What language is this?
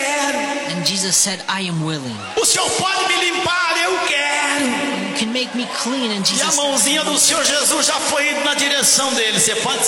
Portuguese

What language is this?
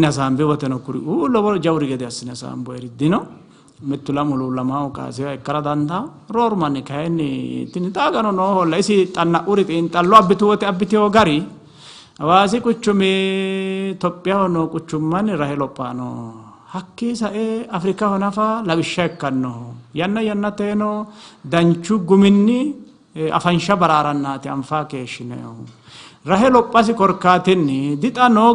Sidamo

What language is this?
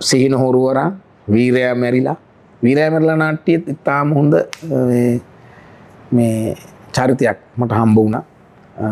Sinhala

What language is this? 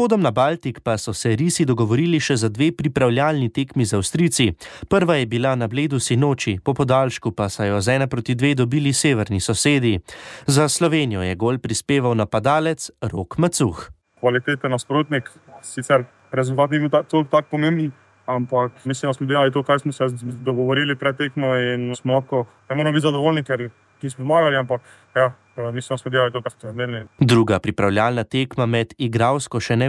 Slovenian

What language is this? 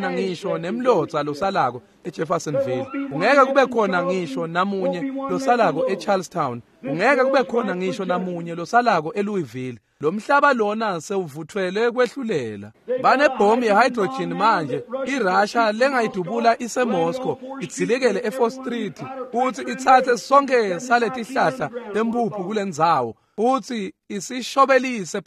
Swati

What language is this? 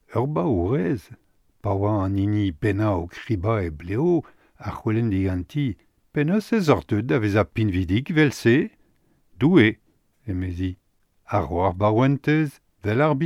Breton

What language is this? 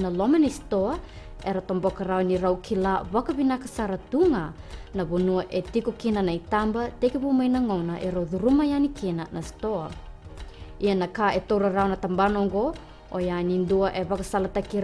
Fijian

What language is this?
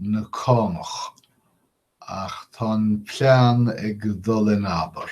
Irish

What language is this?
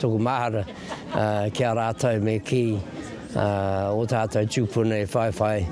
Māori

